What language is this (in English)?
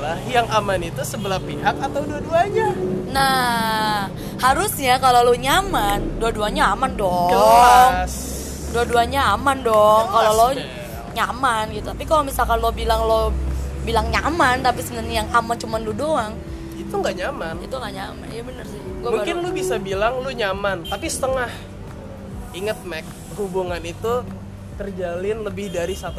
Indonesian